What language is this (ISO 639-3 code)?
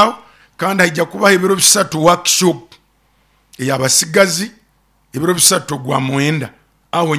nyo